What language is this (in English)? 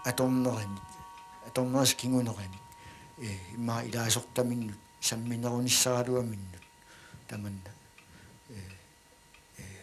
Kalaallisut